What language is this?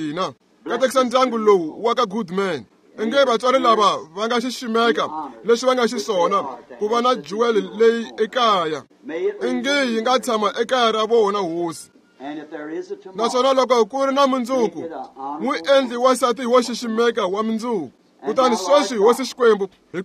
Tsonga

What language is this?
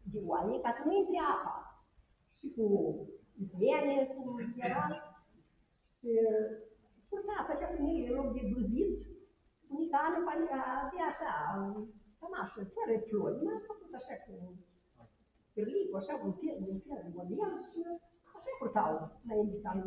Romanian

